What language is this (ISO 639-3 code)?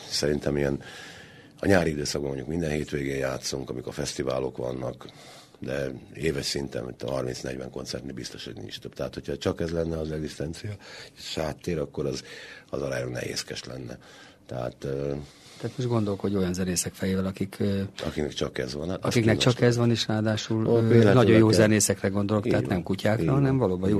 hun